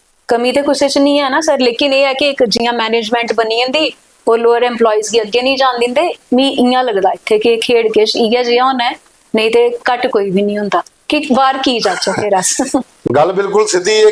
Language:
Dogri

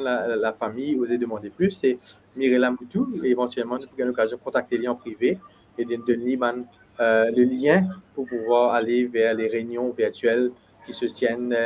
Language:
Morisyen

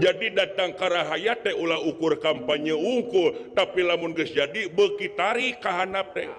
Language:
Sundanese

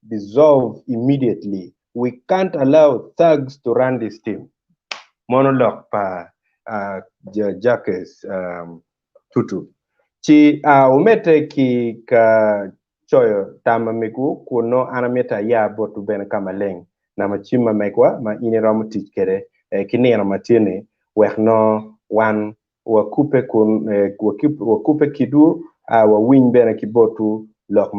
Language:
Acoli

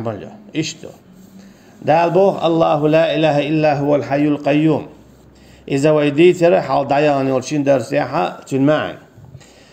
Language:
Chechen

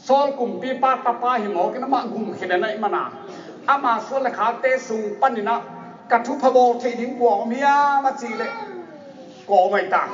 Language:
Tedim Chin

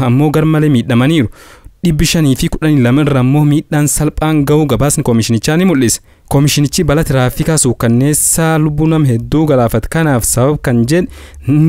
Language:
Oromo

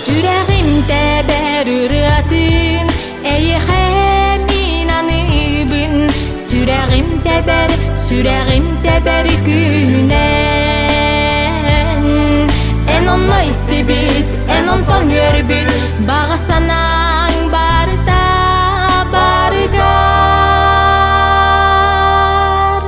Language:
Yakut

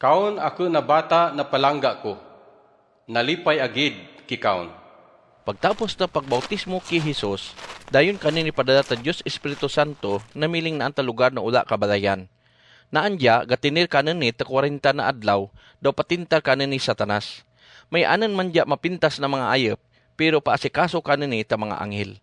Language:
Kagayanen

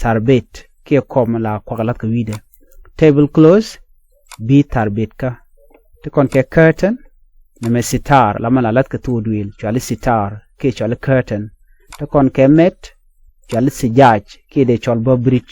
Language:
Nuer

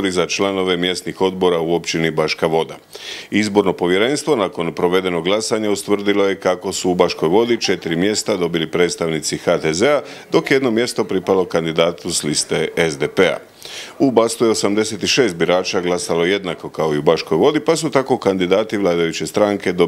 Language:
Croatian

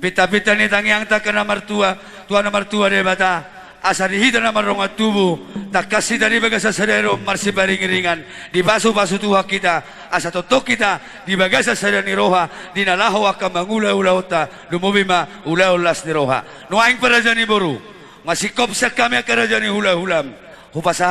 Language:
Batak Toba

